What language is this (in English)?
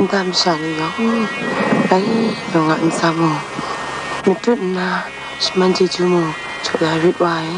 Kachin